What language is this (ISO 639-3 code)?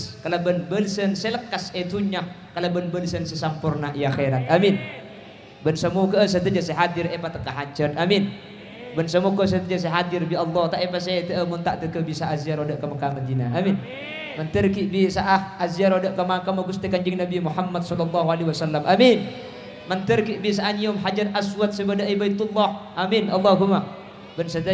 mad